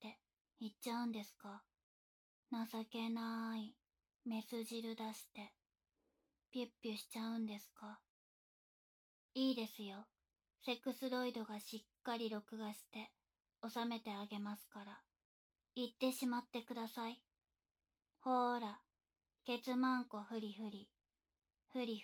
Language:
Japanese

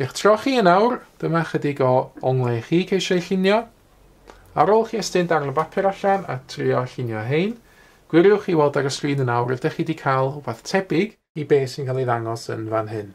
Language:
Welsh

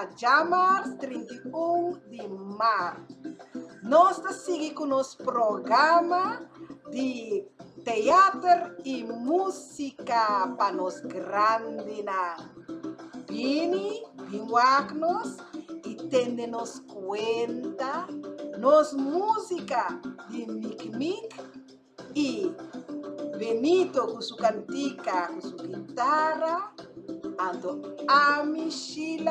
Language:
Papiamento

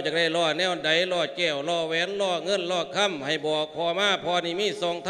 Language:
Lao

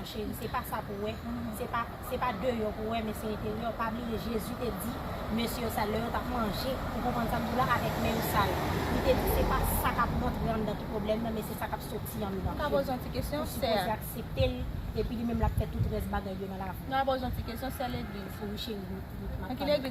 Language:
Haitian Creole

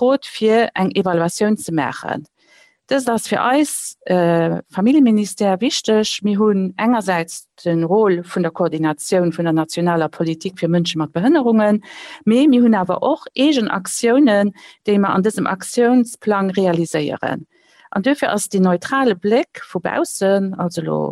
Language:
Luxembourgish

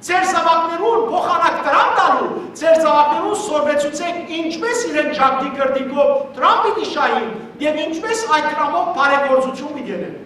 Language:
Western Armenian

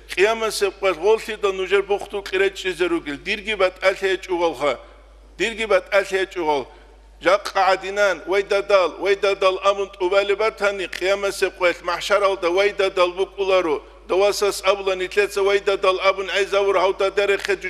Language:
Avaric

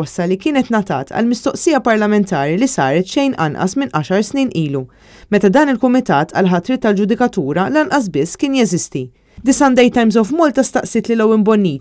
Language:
Maltese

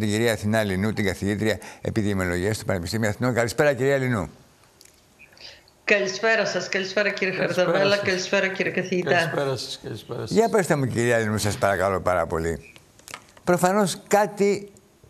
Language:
Greek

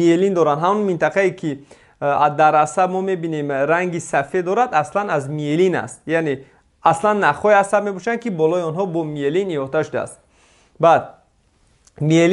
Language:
Tajik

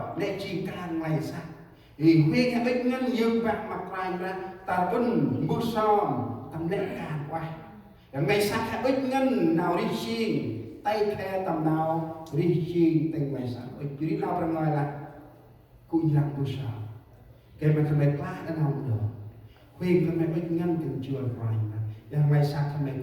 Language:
Central Mnong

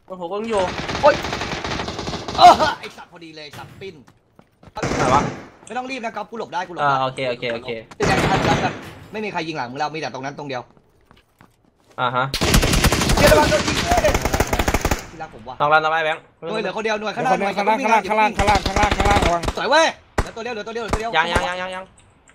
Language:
Thai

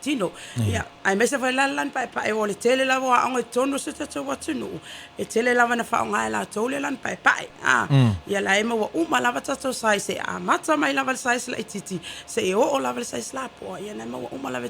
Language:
Samoan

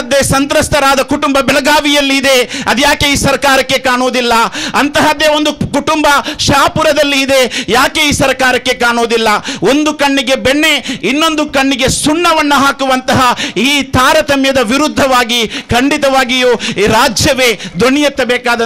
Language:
Kannada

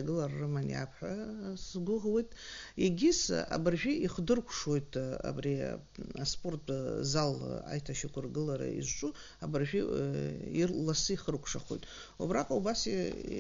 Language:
Abkhazian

